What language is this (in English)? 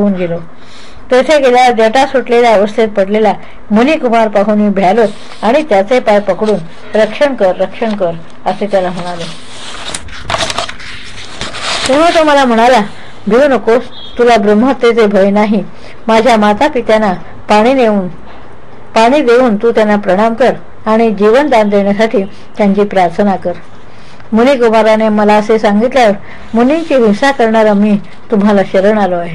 Marathi